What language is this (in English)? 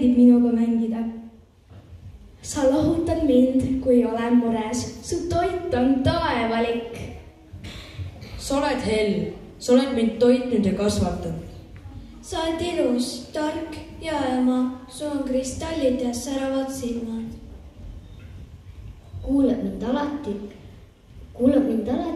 Estonian